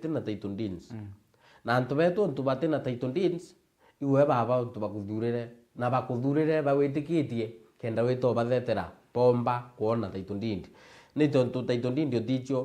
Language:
Meru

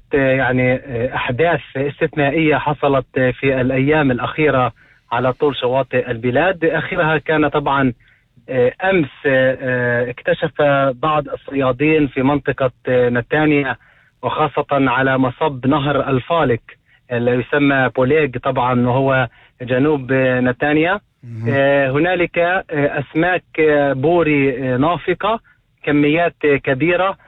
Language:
North Levantine Arabic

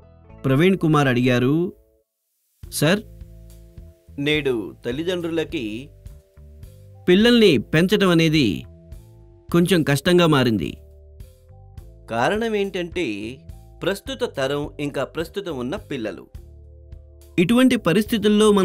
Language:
Telugu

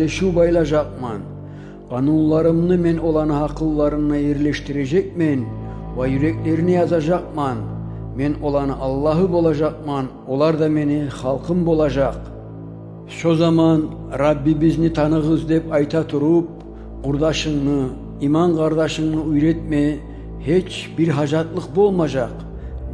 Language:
Kumyk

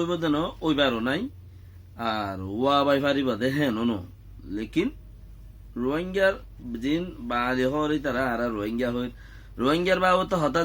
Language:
Rohingya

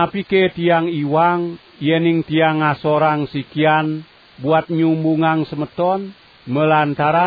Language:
Balinese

